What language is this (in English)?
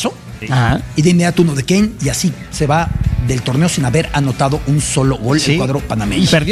Spanish